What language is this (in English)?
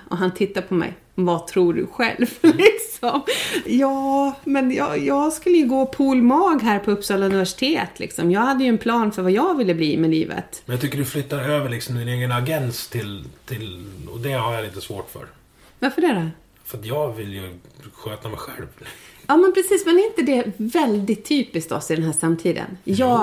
Swedish